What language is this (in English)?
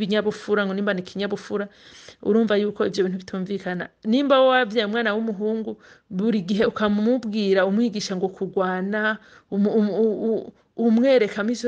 Rundi